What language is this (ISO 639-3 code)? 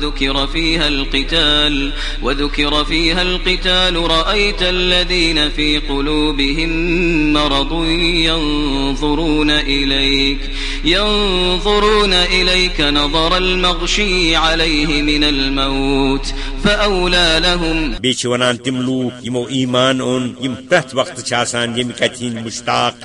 kas